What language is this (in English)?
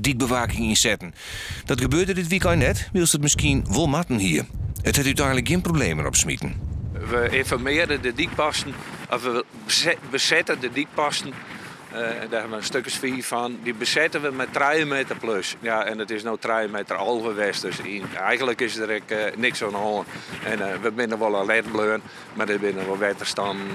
Western Frisian